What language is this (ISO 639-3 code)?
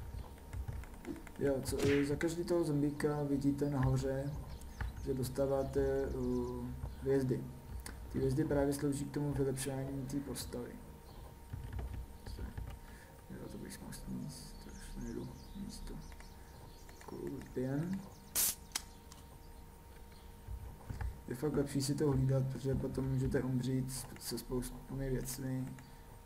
ces